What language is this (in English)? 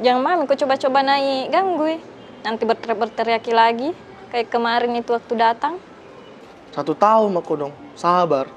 Makassar Malay